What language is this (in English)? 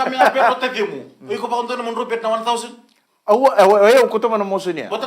Fijian